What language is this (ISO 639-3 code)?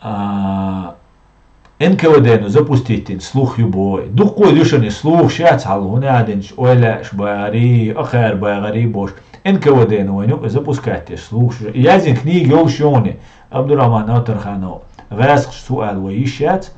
che